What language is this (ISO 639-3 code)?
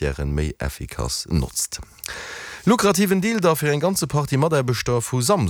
ltz